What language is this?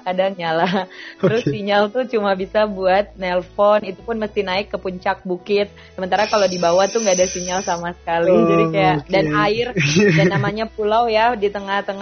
Indonesian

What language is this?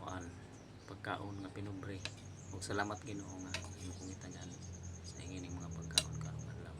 Cebuano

